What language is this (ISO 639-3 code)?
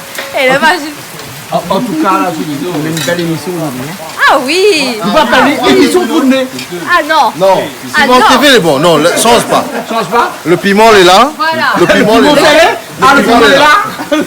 rcf